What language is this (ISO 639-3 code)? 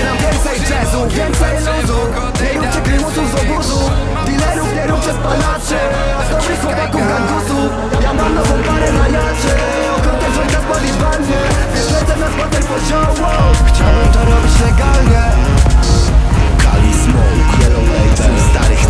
pol